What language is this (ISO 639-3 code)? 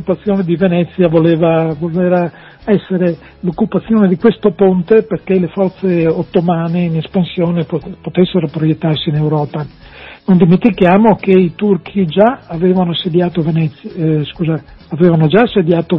ita